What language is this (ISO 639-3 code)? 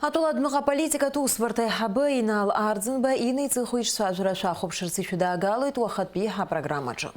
abk